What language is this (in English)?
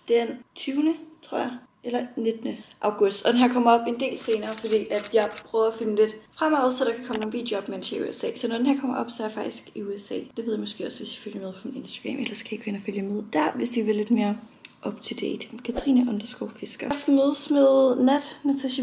Danish